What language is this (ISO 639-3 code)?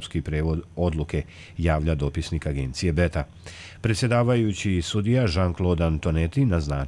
hrv